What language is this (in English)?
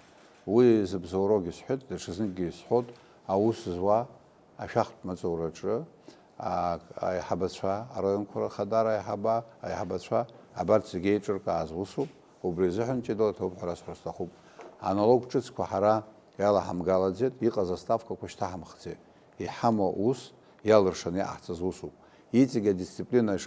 Abkhazian